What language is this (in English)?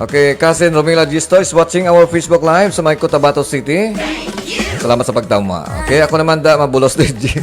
Hiligaynon